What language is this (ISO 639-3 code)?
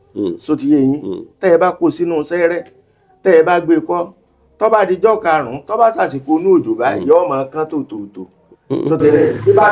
yor